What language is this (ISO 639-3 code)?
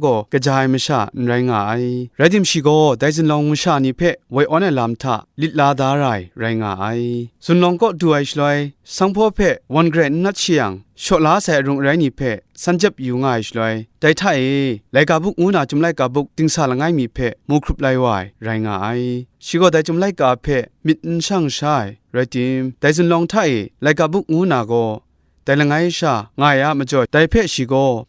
kac